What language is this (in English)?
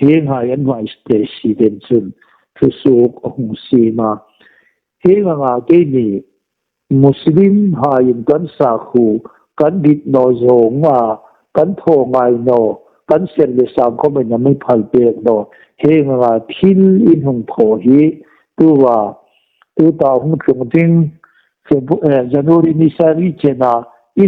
Hmar